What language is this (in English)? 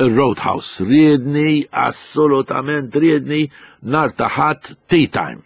Maltese